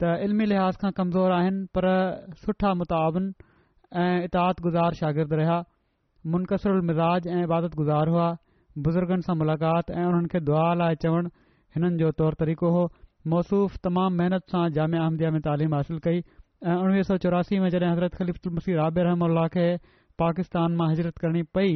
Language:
Sindhi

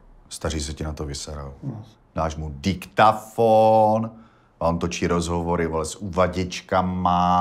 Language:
Czech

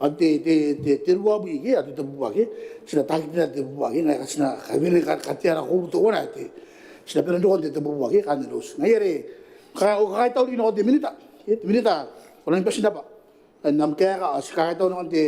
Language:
Gilbertese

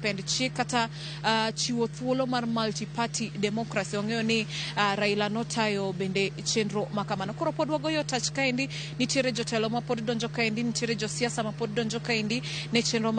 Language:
Luo (Kenya and Tanzania)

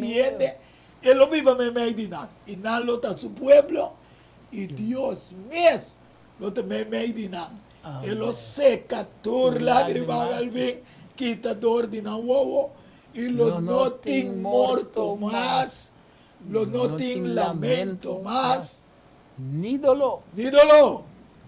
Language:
Papiamento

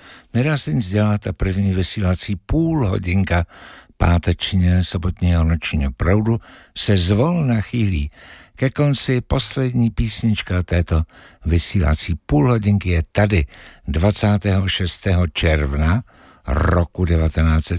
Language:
Czech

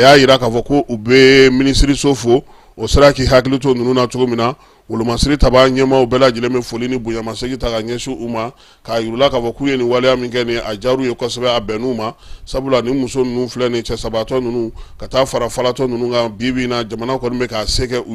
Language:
Bambara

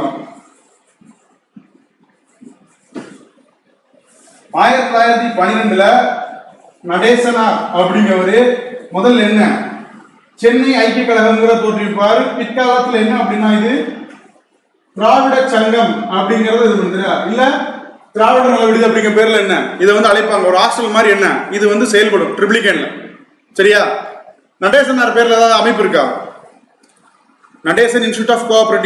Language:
Tamil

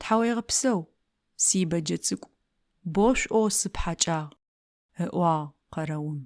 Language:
Adyghe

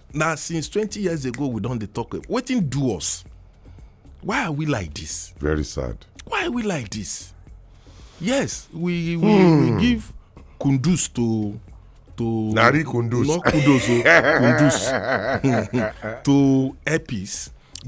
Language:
Nigerian Pidgin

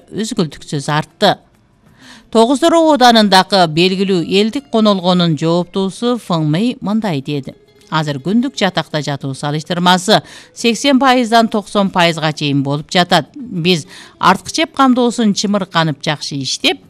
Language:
Kyrgyz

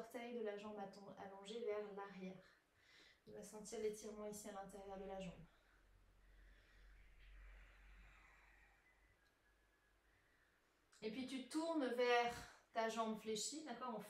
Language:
French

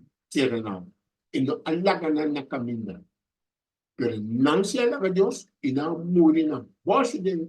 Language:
Papiamento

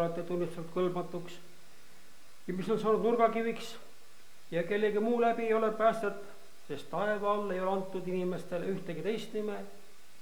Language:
Estonian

